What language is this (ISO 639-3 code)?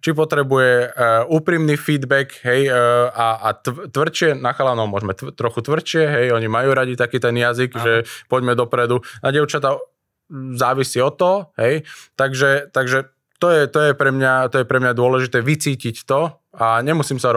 slk